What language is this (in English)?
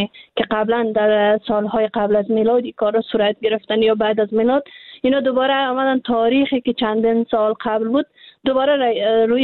Persian